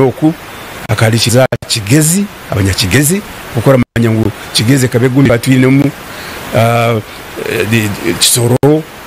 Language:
Nyankole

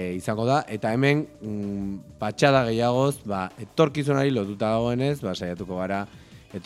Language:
Basque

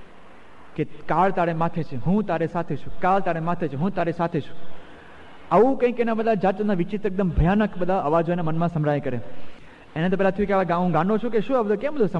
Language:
Gujarati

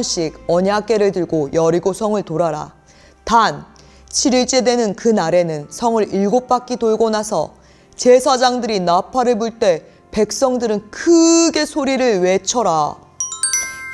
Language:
Korean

